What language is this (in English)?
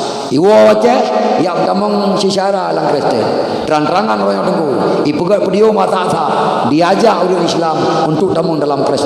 Achinese